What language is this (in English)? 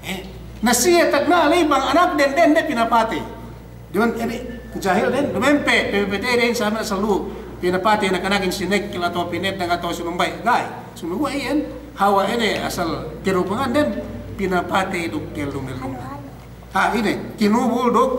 Yakan